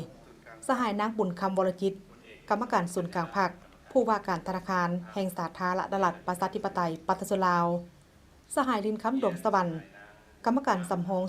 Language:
Lao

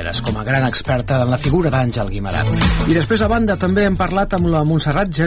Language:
Catalan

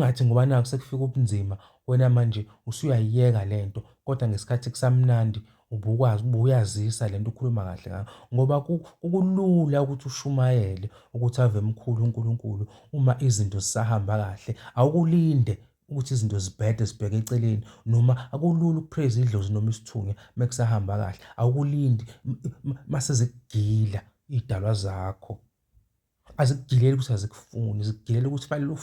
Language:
Zulu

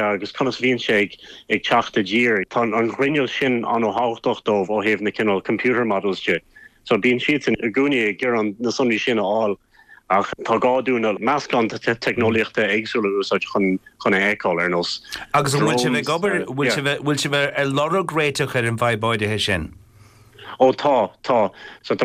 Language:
Irish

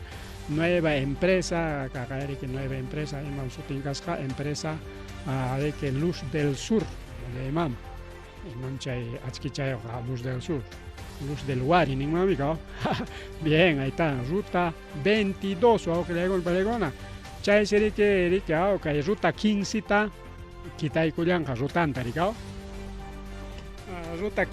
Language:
Ayacucho Quechua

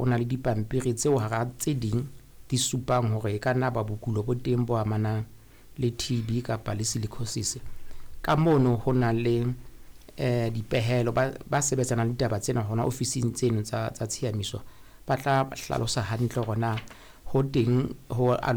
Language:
Southern Sotho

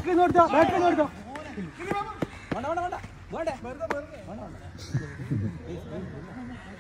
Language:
Malayalam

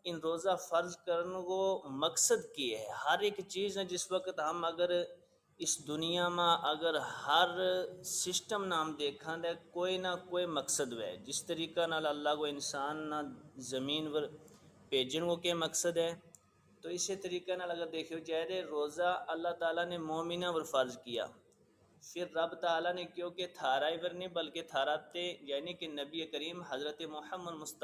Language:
Gujari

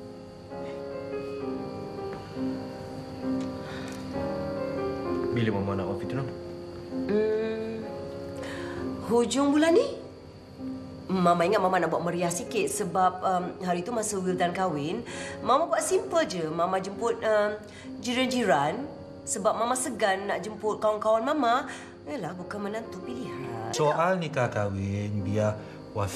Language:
Malay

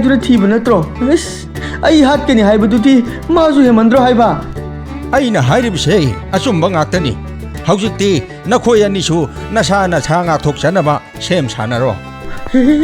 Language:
Manipuri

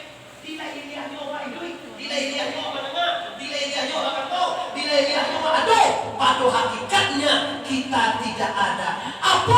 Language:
Minangkabau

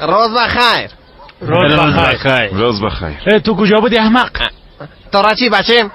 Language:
Persian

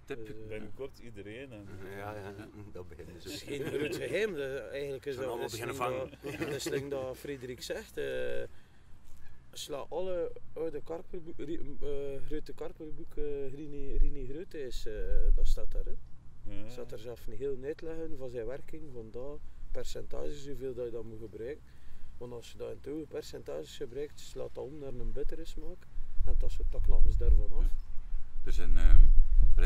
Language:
Dutch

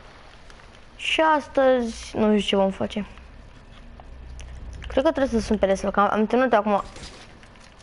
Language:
Romanian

